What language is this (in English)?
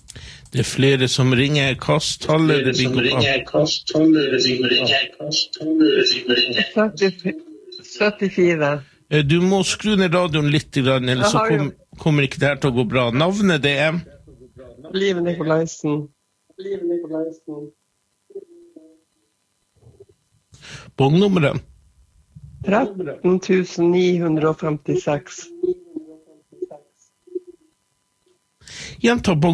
Norwegian